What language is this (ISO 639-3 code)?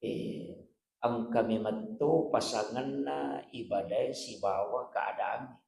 bug